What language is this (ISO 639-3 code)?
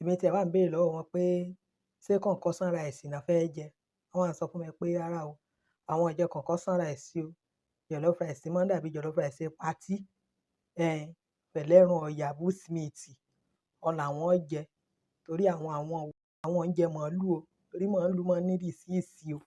yor